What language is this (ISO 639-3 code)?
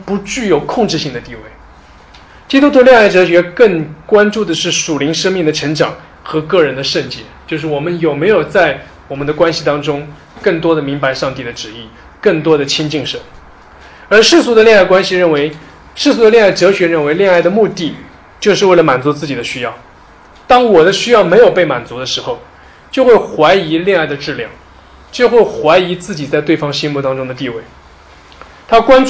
zho